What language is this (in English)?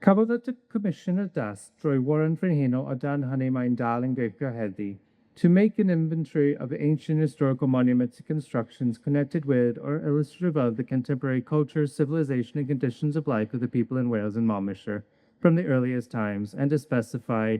Welsh